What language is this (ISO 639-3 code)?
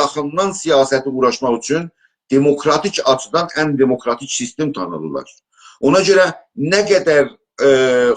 azb